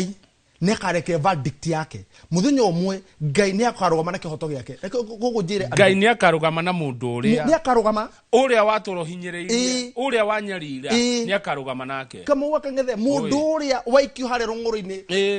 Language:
Kikuyu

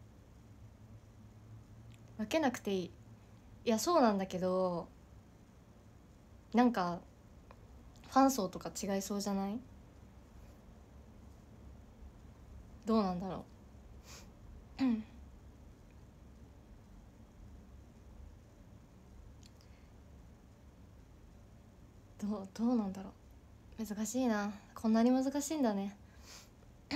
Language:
Japanese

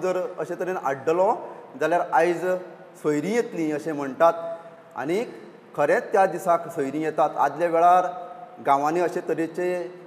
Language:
Konkani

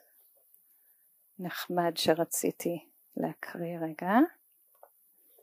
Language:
Hebrew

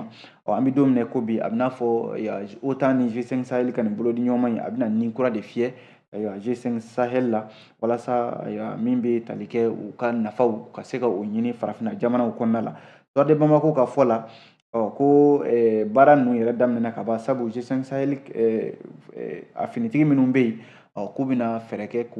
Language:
Bambara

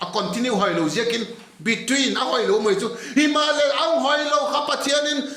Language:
Vaiphei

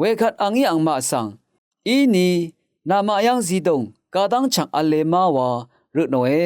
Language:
Rawang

